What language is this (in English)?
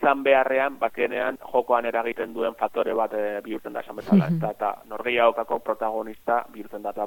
Basque